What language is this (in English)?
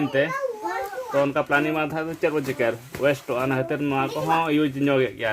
Santali